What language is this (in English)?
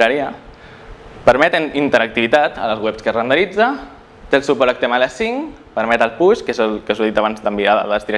Catalan